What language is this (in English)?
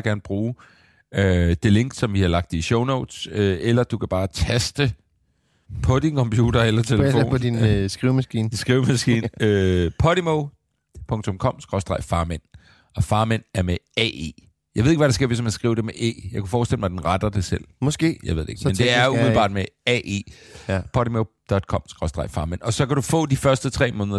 Danish